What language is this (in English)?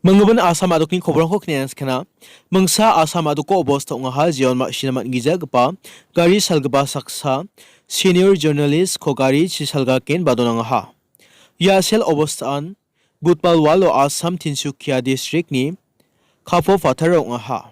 Garo